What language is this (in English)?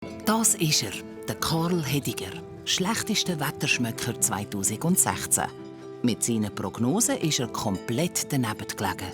Swiss German